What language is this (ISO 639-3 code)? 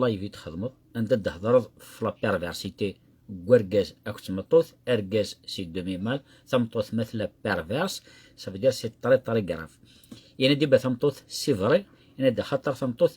kab